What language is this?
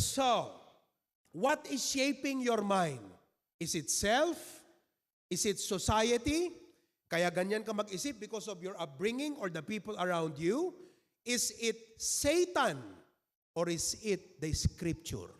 Iloko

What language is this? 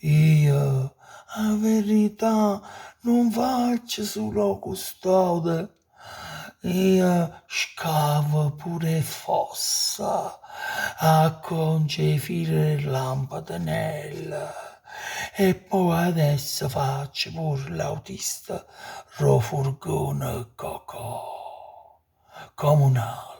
Neapolitan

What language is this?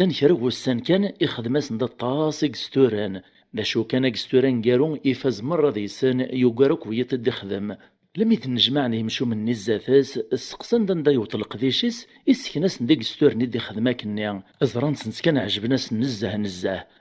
Kabyle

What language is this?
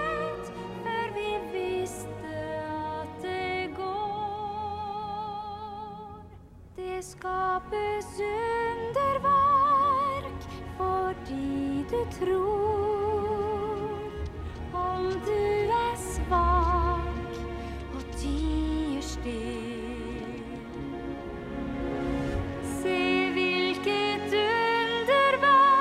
Norwegian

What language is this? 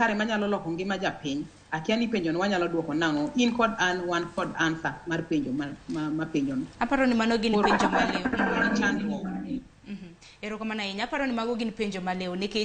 Luo (Kenya and Tanzania)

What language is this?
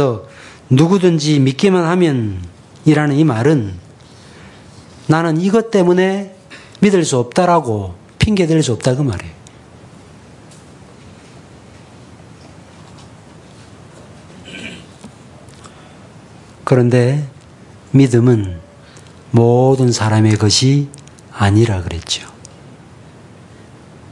Korean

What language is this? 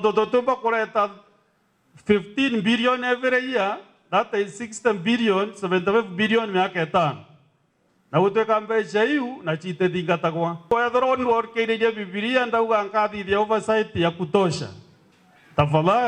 Meru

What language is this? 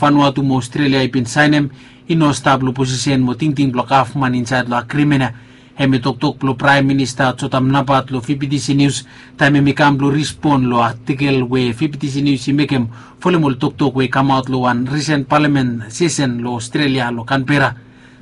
Bislama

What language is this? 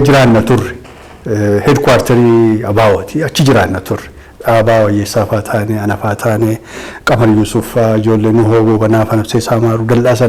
Oromo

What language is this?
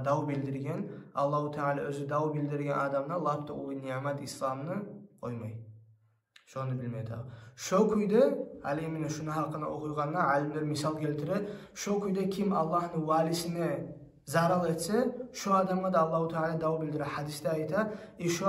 Kumyk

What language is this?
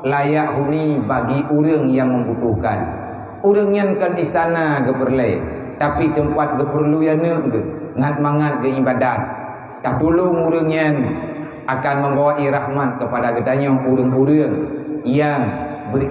Achinese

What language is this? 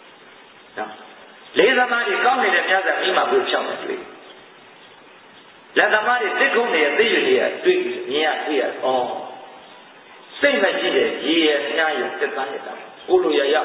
Burmese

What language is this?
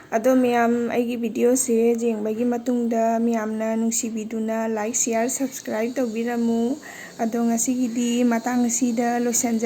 Manipuri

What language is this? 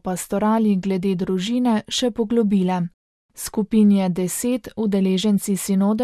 Slovenian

